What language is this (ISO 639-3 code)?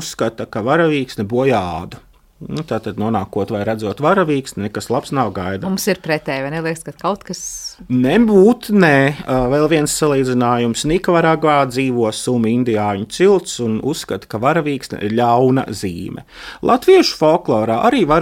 lav